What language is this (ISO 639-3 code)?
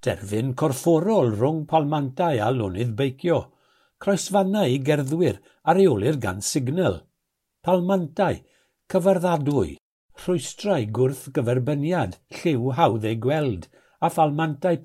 cym